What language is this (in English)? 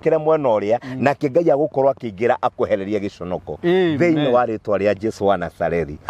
Kikuyu